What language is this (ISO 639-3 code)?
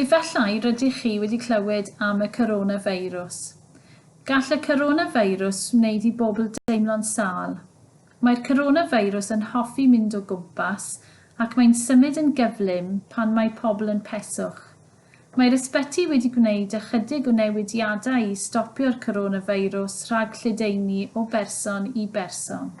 cym